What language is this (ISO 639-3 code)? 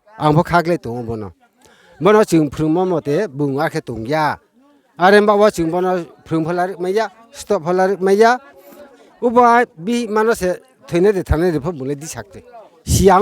ria